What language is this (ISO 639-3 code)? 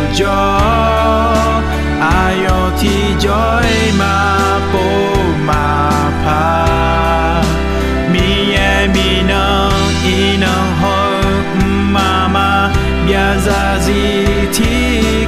ahk